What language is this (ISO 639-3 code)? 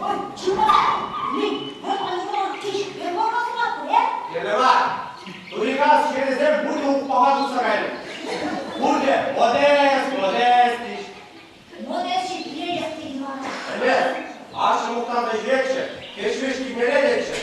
chv